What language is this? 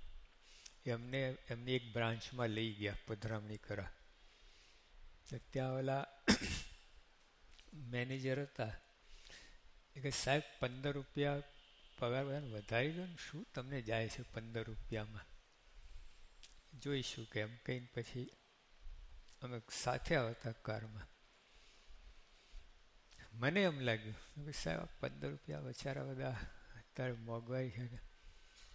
Gujarati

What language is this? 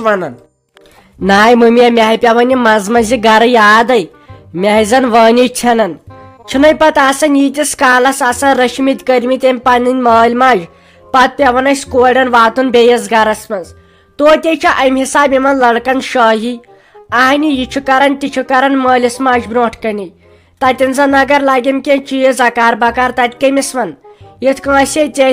Kashmiri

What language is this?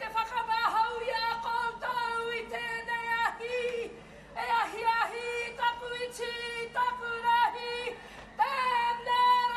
Māori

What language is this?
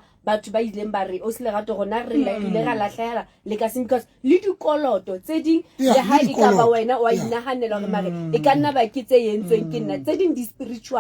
Southern Sotho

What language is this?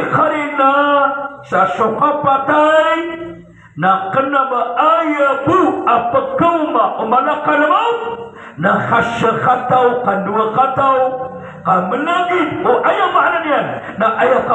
Maranao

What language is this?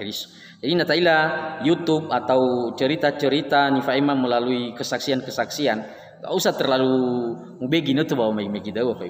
Nias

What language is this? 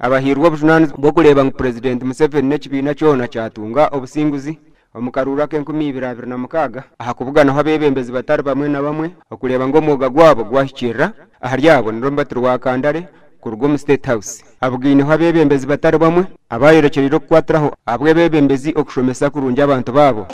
Nyankole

